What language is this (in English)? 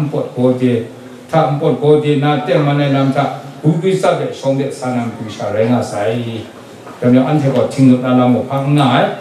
Kachin